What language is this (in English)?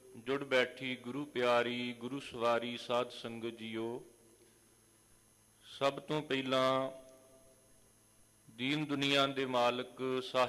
Punjabi